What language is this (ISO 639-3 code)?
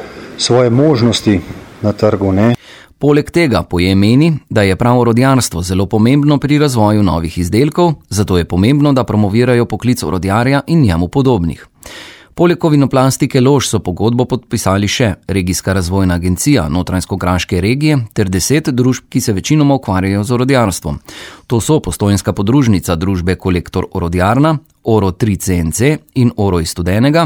slv